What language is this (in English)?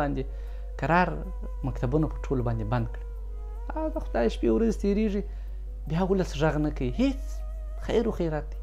Pashto